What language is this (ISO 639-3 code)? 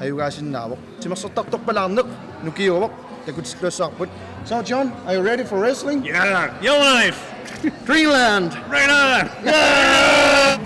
kal